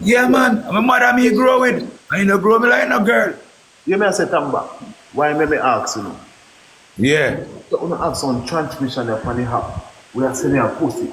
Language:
Jamaican Creole English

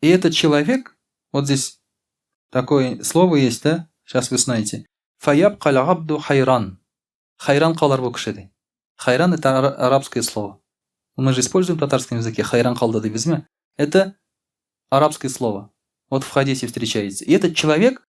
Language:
Tatar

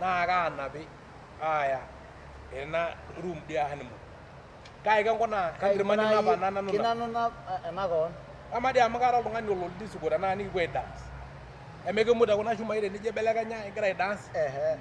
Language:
Masai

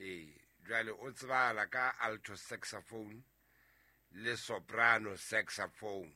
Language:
Southern Sotho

